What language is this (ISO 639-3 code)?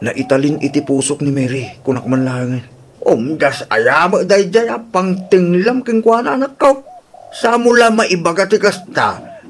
ilo